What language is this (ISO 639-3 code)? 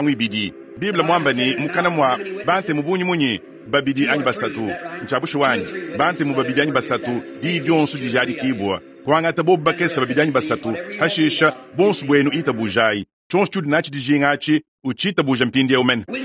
lua